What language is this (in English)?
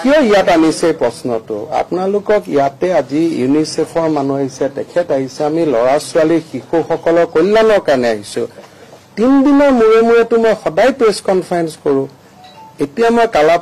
Assamese